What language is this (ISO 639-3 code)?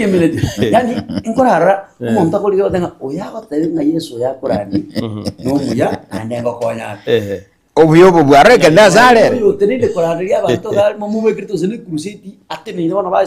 guz